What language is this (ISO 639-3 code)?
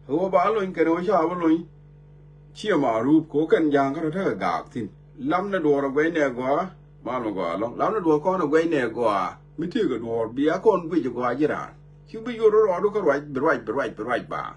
nus